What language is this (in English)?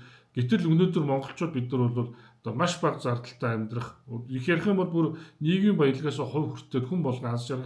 Mongolian